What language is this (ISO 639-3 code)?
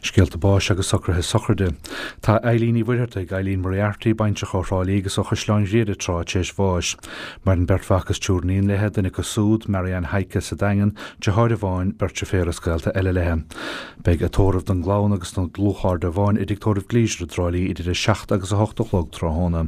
gle